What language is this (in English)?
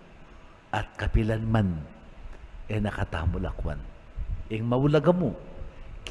Pampanga